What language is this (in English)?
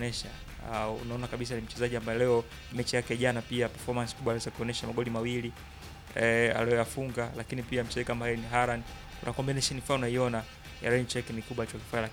Swahili